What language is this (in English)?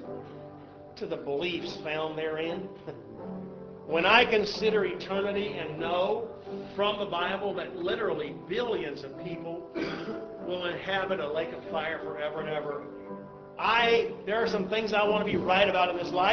English